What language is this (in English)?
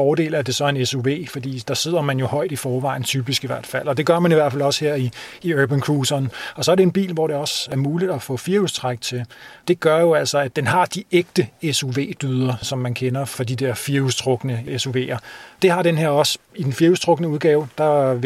Danish